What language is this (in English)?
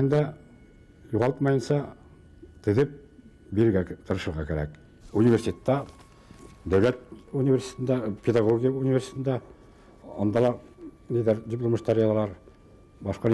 Bashkir